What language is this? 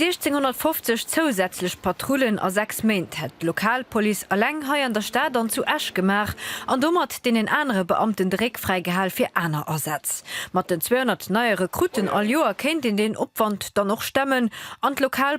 Luxembourgish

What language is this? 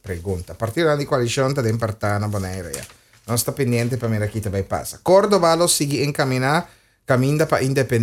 Papiamento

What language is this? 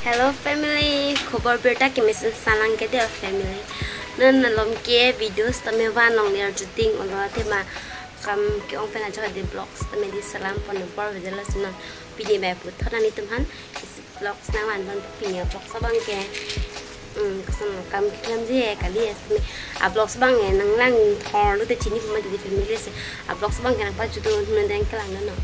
Karbi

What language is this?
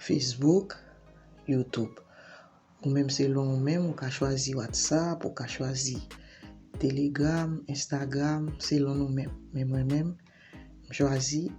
Haitian Creole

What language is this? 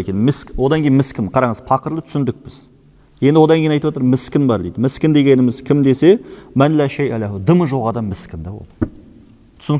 Kazakh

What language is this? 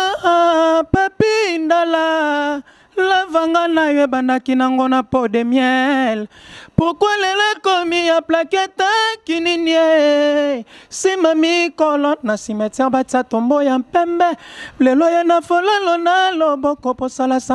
Lingala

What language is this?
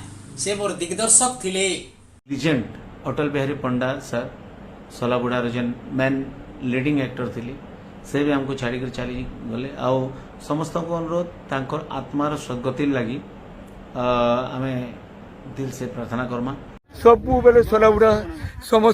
Odia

